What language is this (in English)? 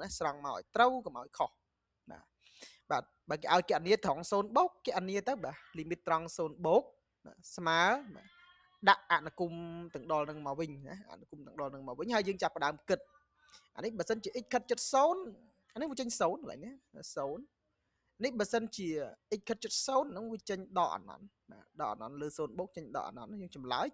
Khmer